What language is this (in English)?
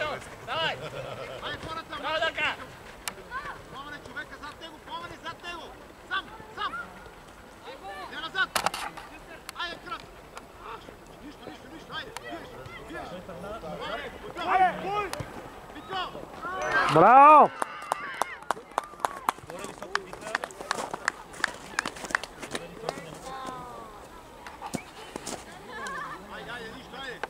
Bulgarian